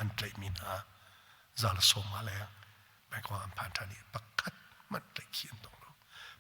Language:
Hakha Chin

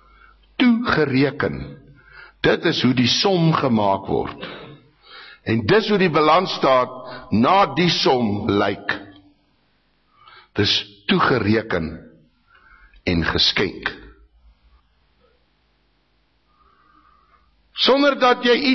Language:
Afrikaans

